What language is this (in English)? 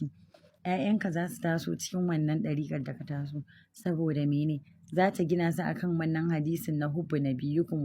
Hausa